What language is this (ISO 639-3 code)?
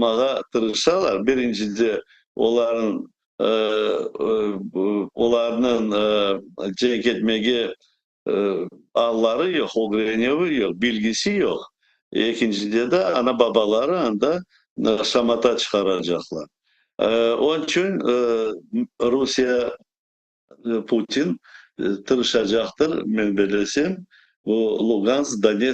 crh